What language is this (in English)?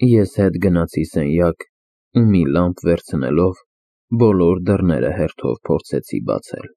Armenian